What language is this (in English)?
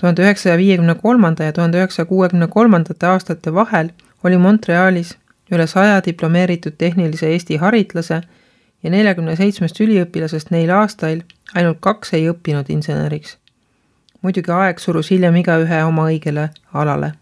Estonian